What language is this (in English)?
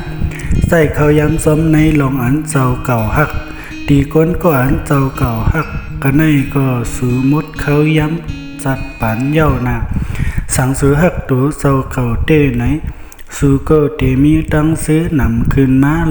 Shan